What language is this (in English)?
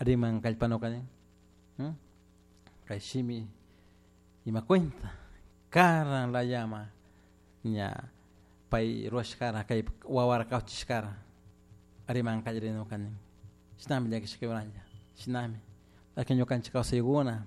Chimborazo Highland Quichua